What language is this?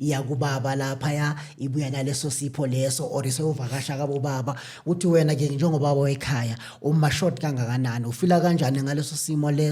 Zulu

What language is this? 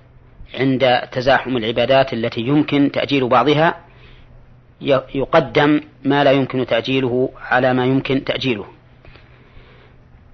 Arabic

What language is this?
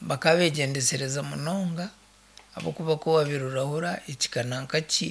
Nyankole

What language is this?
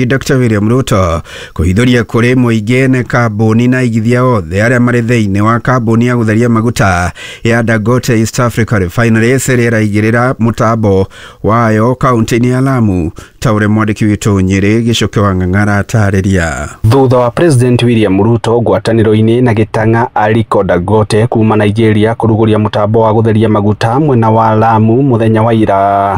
Kikuyu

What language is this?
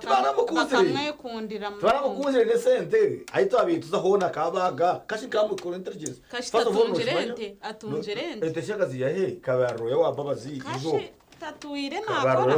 Nyankole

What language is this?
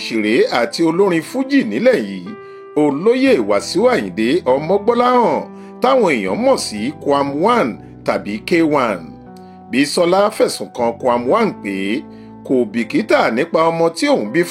Yoruba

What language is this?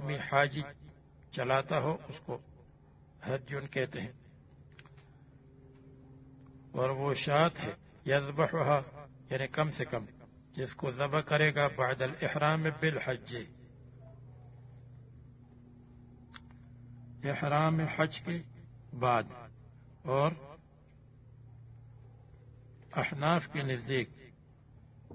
Urdu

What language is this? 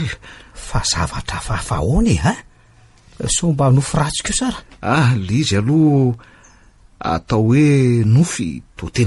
Malagasy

